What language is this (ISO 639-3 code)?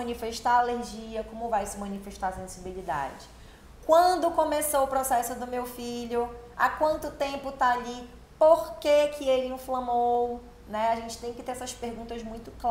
por